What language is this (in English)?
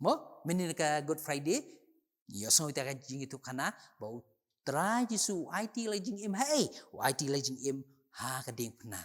Khasi